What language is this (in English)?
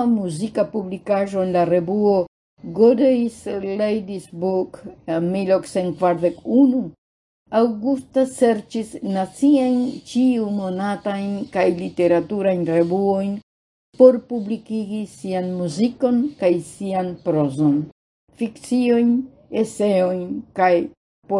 Esperanto